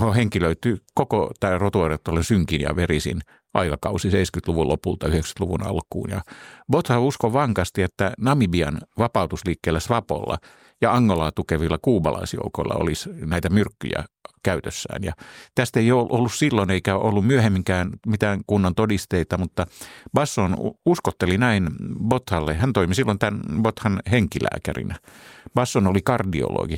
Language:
Finnish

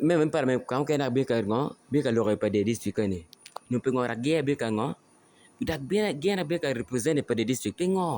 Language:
Acoli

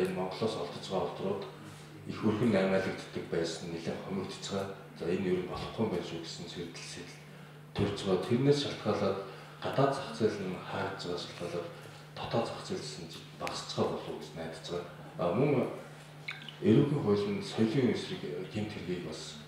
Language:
Mongolian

